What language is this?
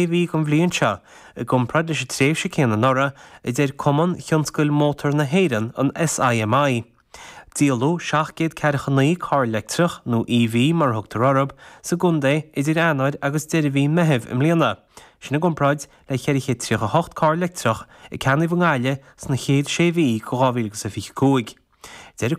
Irish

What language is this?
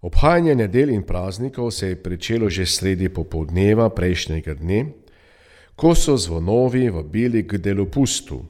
Slovenian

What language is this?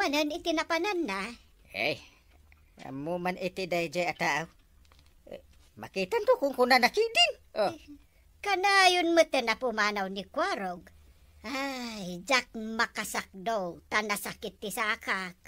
Iloko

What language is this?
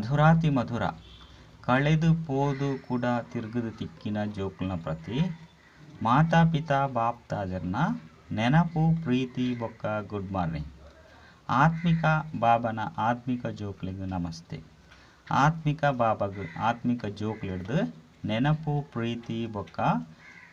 Tulu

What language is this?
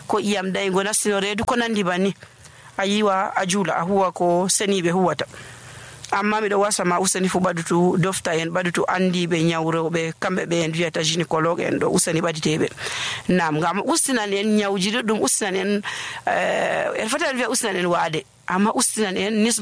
Nigerian Fulfulde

